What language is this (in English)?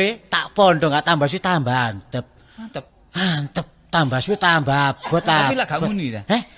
Javanese